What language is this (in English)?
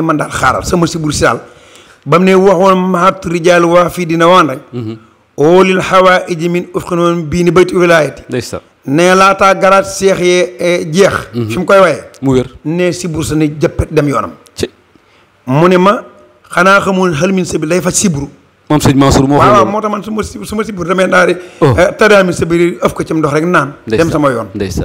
Wolof